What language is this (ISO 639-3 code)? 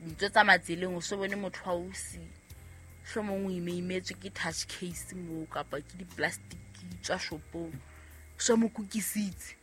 sot